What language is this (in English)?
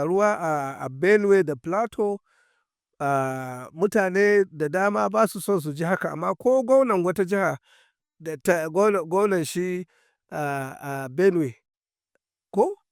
Hausa